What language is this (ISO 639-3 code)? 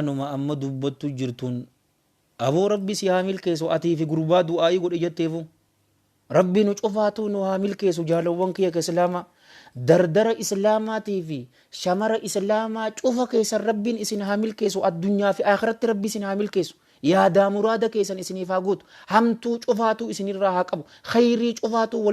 orm